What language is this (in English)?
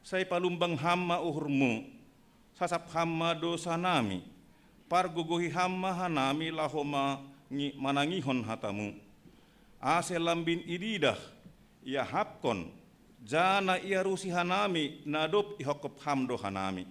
Batak Simalungun